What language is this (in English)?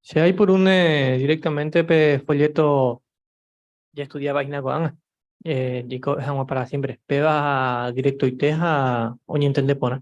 Guarani